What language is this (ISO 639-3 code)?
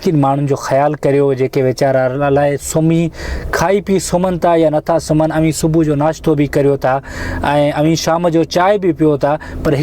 snd